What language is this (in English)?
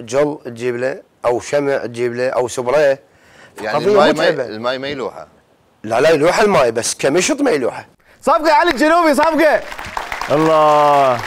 Mesopotamian Arabic